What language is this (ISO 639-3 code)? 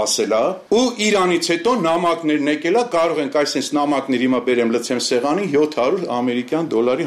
hye